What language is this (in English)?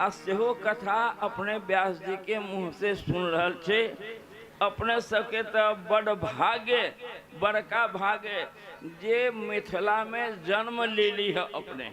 Maithili